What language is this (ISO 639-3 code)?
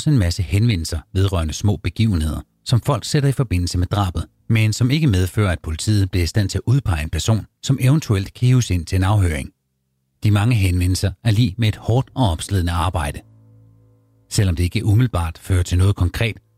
dan